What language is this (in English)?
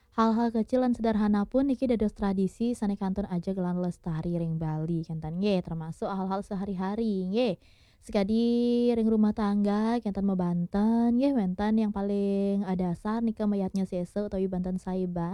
Balinese